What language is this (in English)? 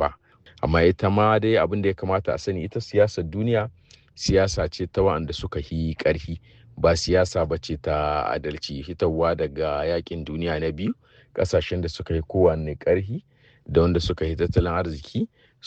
Hausa